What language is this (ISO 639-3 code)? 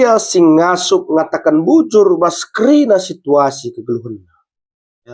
btx